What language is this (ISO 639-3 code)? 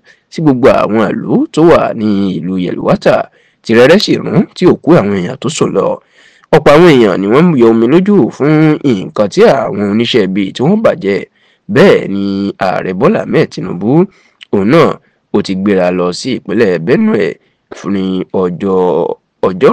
yor